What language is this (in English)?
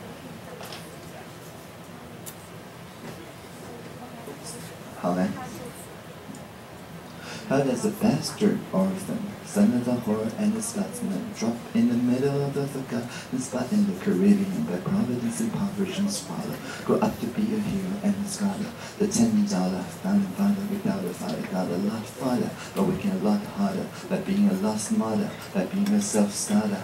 Chinese